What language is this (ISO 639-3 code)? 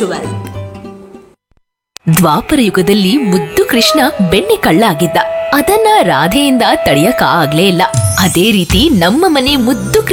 kan